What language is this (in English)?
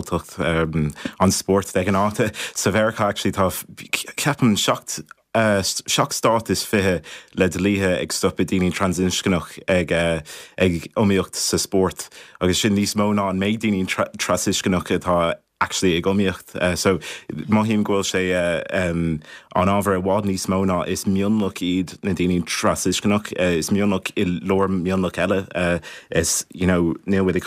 Irish